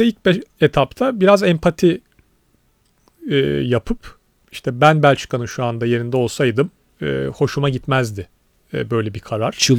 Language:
Turkish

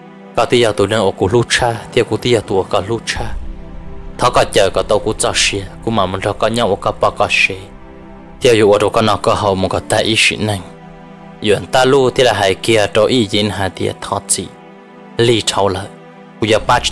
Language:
Vietnamese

